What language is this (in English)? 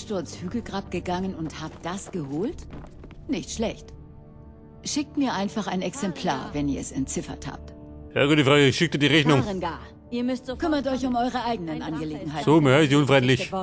Bavarian